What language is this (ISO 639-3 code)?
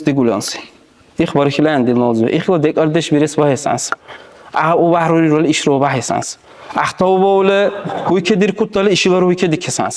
dar